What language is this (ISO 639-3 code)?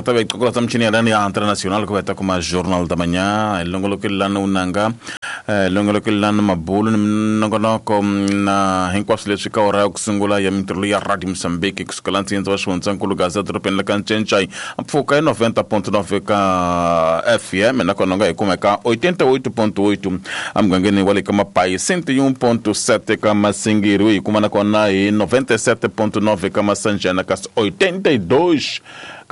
tso